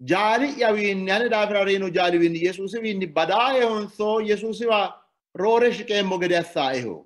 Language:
Sidamo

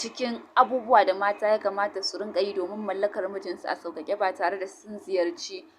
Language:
Hausa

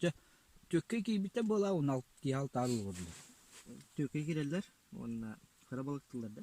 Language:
Yakut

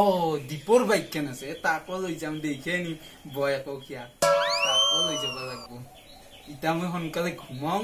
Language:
Assamese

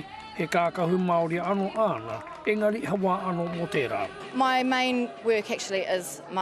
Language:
Māori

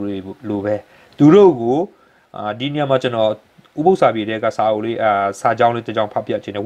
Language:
Burmese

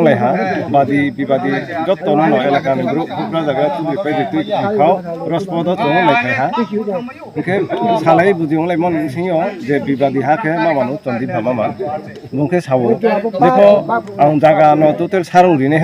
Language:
Riang (India)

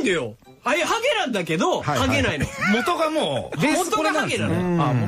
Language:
Japanese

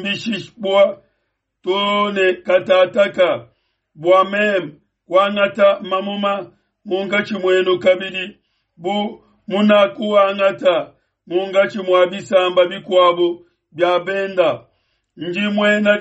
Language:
Luba-Lulua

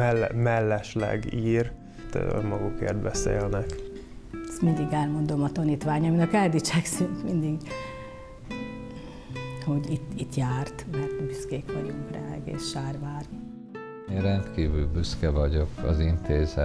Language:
Hungarian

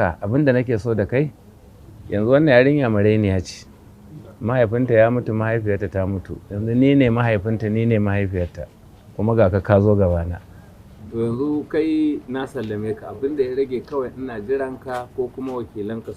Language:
Hausa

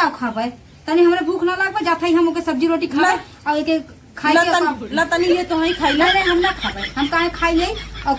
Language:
Awadhi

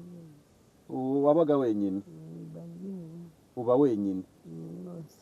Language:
Kinyarwanda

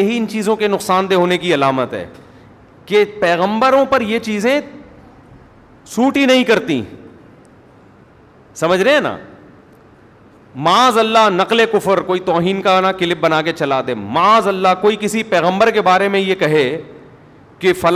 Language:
Urdu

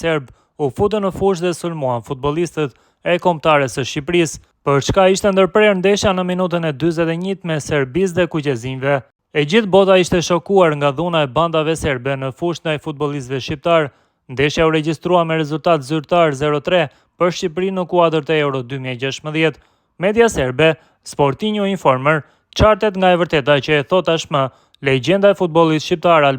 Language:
Albanian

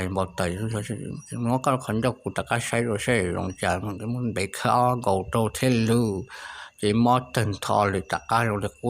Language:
Hmong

